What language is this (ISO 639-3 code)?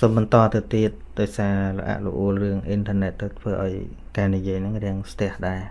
khm